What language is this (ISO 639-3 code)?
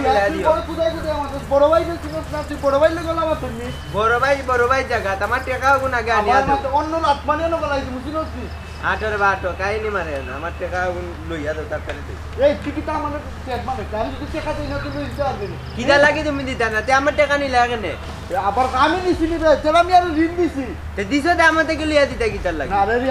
syl